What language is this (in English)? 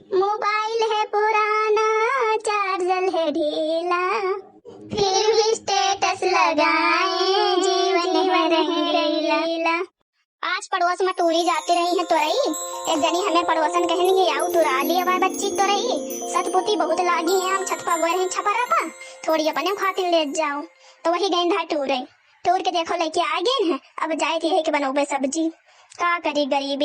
Awadhi